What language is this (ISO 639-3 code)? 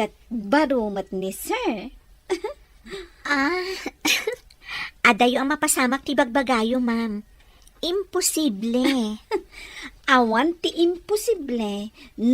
ilo